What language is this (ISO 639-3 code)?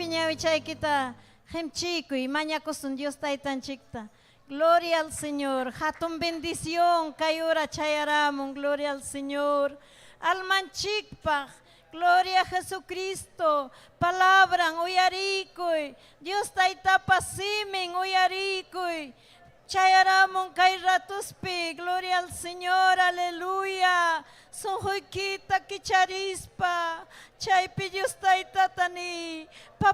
quy